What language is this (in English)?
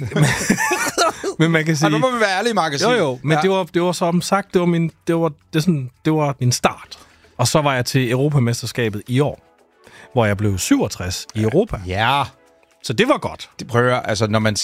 Danish